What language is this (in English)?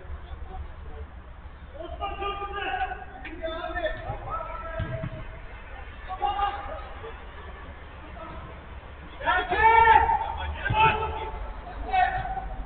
Turkish